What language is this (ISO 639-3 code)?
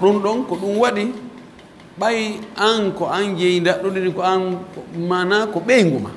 fuf